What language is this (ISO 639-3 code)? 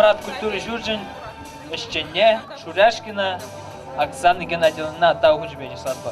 chv